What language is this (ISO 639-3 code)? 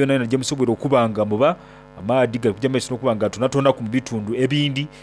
xog